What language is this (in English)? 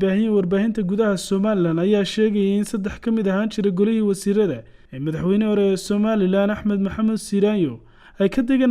Somali